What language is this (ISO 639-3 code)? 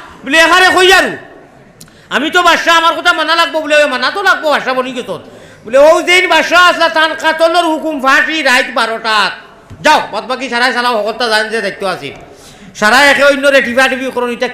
syl